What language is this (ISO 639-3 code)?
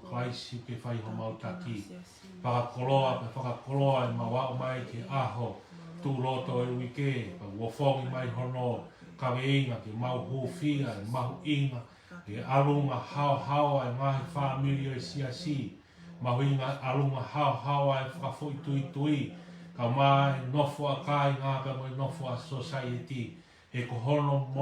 ton